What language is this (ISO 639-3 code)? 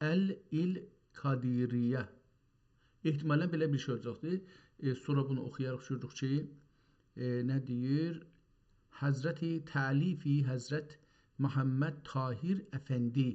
azb